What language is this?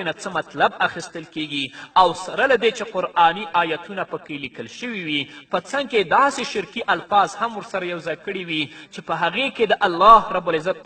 Pashto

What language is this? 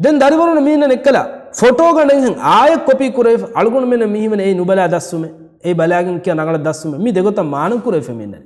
Divehi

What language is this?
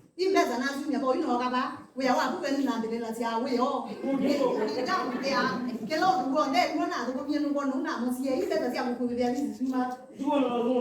Kamba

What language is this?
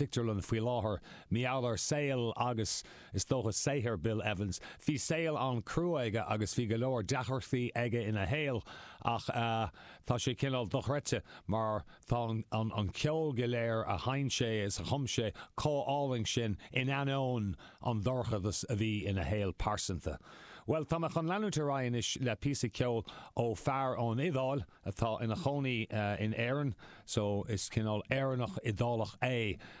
Irish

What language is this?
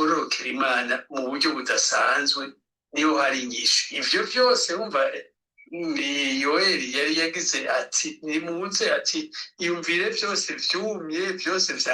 Rundi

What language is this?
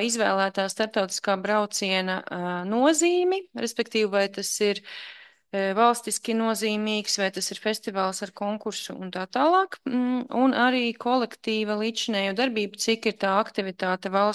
Latvian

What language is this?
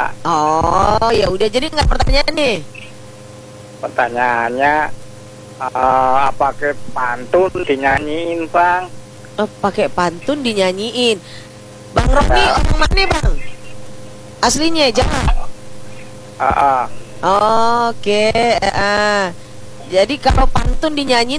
Indonesian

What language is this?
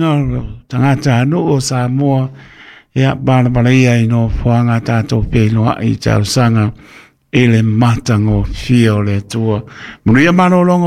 Samoan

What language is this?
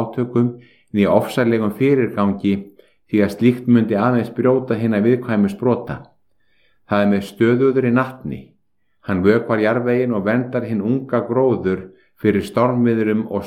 Icelandic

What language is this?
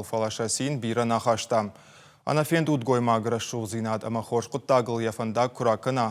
Ossetic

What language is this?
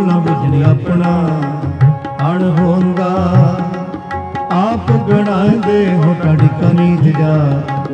Punjabi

